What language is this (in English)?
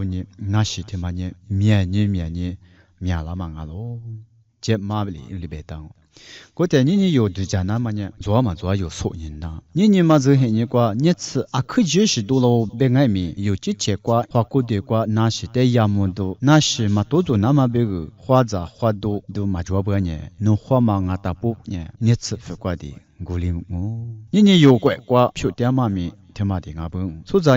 Lisu